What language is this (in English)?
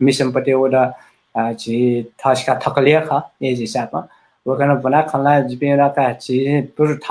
Newari